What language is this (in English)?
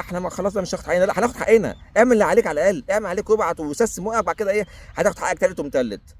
Egyptian Arabic